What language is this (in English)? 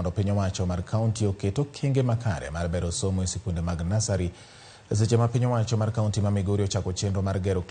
Luo (Kenya and Tanzania)